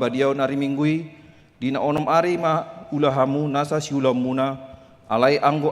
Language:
Batak Toba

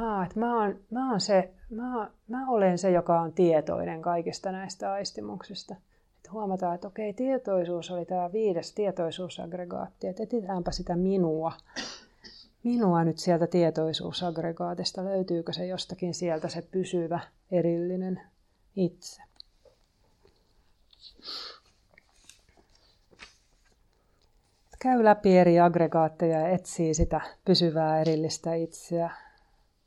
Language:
Finnish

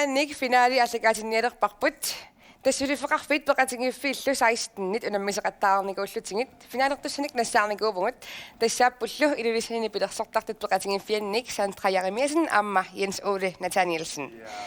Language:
Kalaallisut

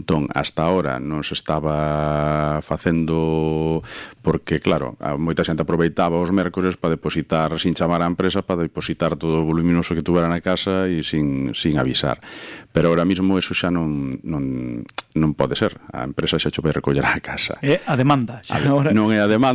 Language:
Galician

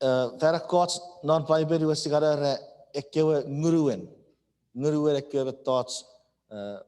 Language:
Chuukese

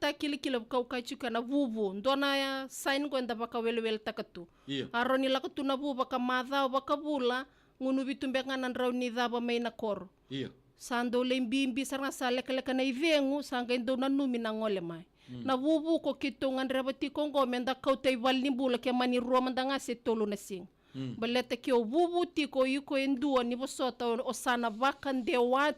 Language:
Fijian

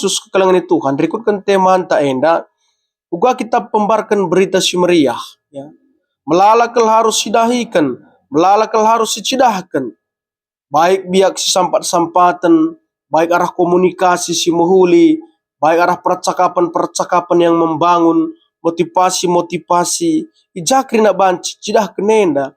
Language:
Batak Karo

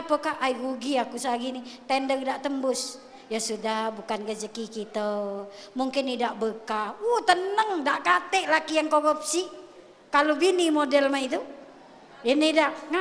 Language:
Musi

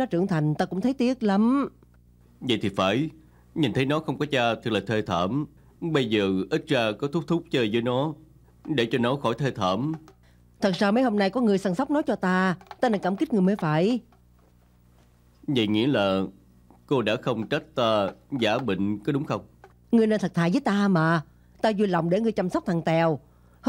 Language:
Vietnamese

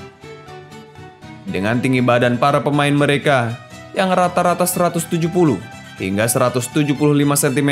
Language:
Indonesian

